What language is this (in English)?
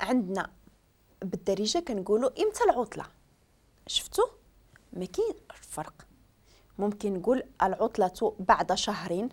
Moroccan Arabic